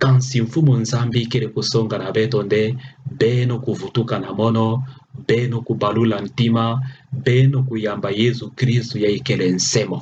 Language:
Kituba (Democratic Republic of Congo)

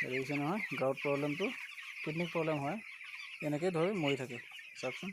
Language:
Assamese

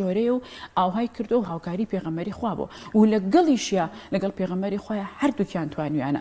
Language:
Central Kurdish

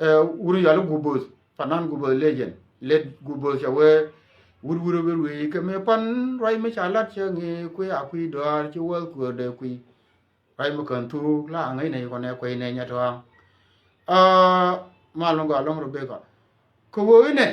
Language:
Nuer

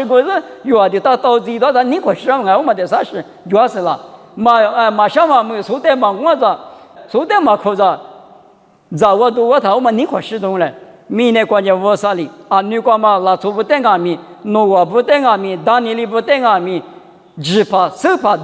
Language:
Lisu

